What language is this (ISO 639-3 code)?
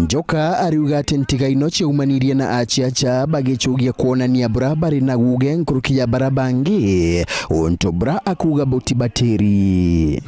mer